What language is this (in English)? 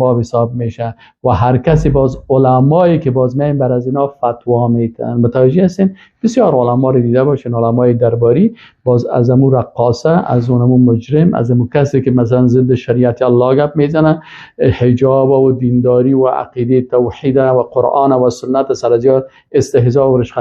Persian